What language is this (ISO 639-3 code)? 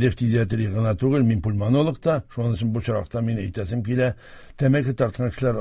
tat